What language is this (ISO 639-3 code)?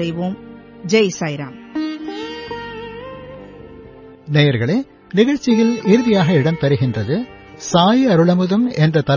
tam